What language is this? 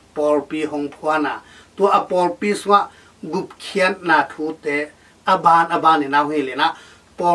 Tedim Chin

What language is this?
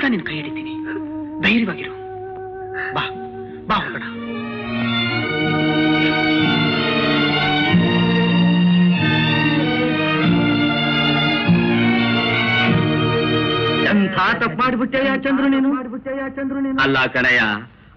Kannada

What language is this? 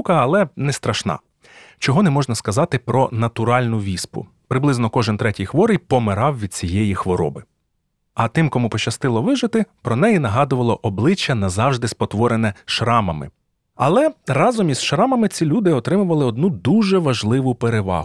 Ukrainian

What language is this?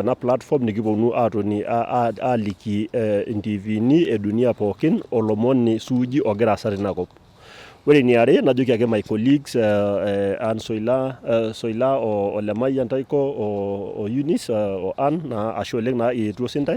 Masai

